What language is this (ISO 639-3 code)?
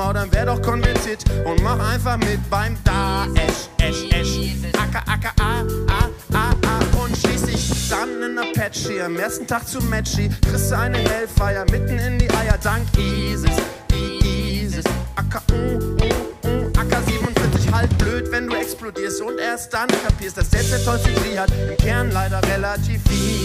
deu